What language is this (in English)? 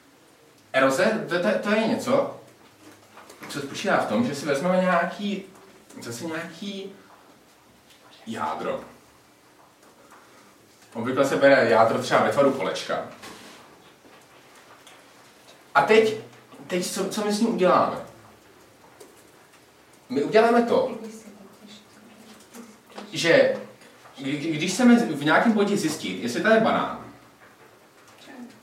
Czech